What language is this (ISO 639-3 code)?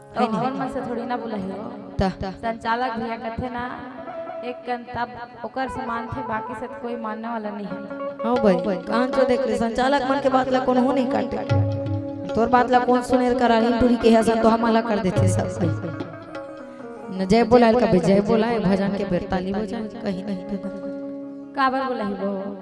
hne